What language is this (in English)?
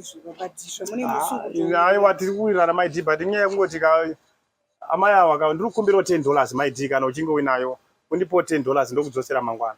Shona